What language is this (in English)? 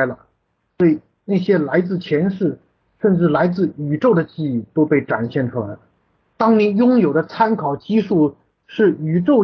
Chinese